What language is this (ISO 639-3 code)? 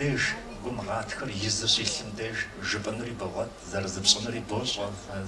kbd